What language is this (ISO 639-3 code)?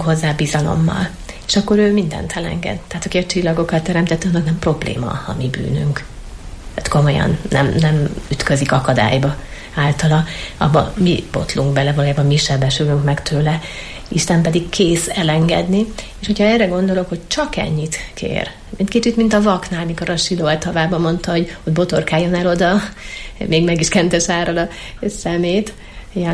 hun